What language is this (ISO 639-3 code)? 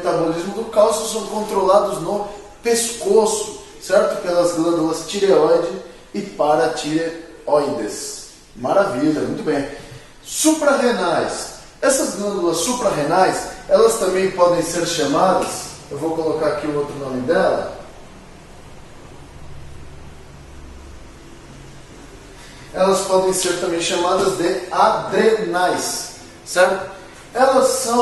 por